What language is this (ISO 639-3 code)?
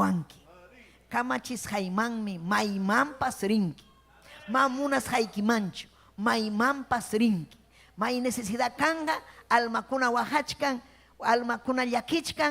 quy